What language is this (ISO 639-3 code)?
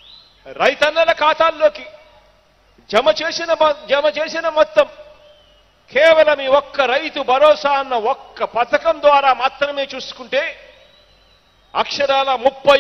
tel